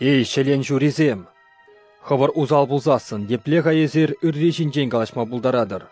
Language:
Chuvash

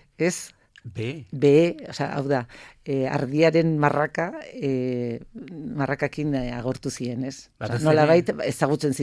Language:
Basque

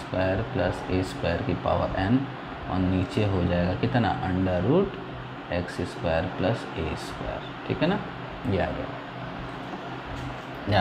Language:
Hindi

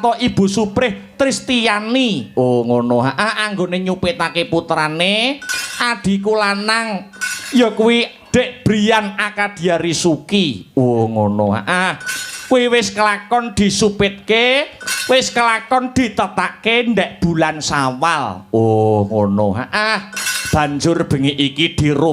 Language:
Javanese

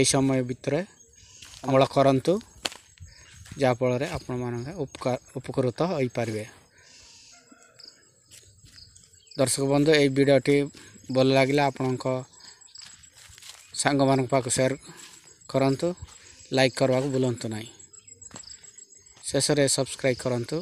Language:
Odia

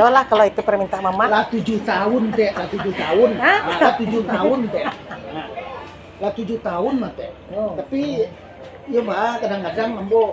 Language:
Minangkabau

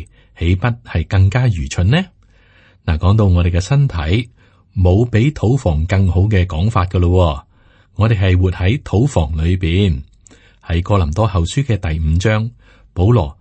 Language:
Cantonese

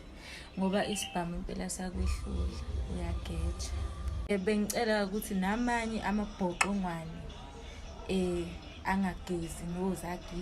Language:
Zulu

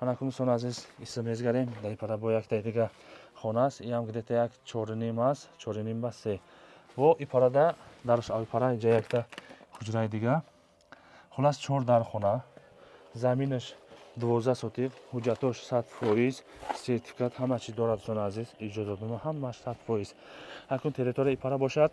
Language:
Tajik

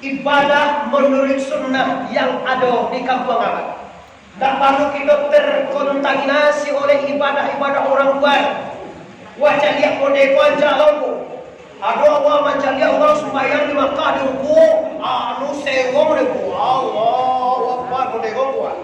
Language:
Minangkabau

